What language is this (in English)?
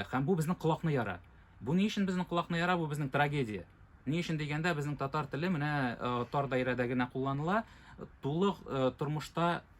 Tatar